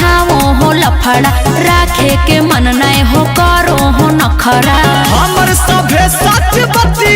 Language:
Magahi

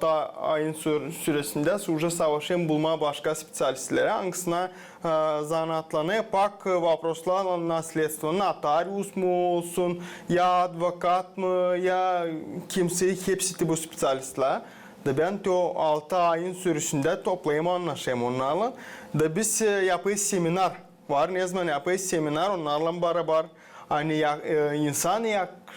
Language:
Gagauz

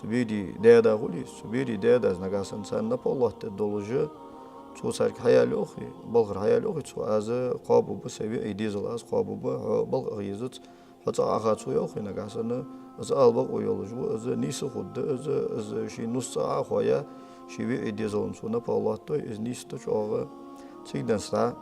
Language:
Ingush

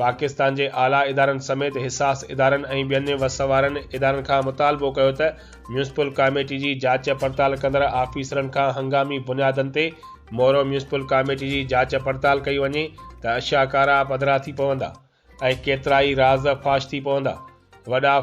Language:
Sindhi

